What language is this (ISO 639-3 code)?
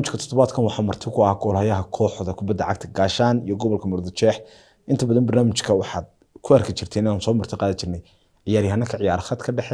som